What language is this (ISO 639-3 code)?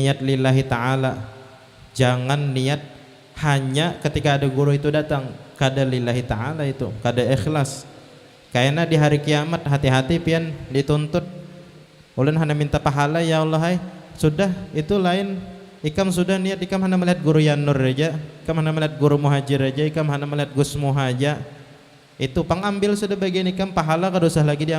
bjn